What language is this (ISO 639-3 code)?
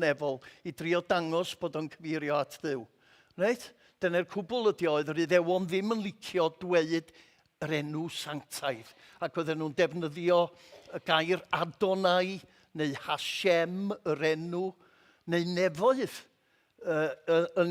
cym